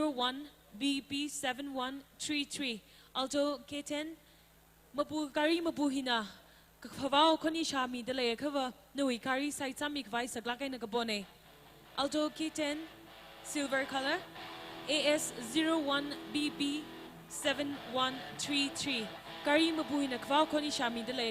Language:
Tangkhul Naga (India)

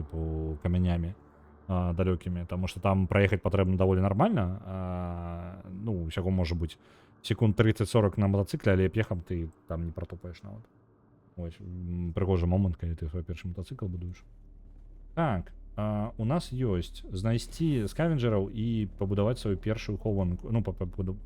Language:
Belarusian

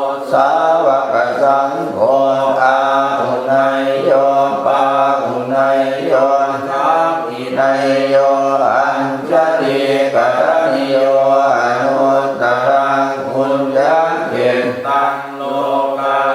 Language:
Pali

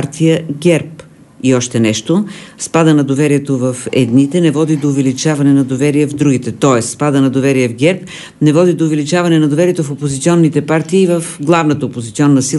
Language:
Bulgarian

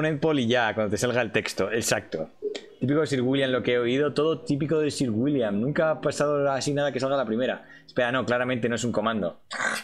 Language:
Spanish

